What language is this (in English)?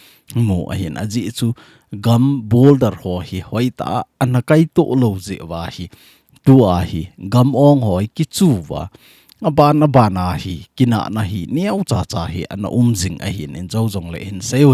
Thado Chin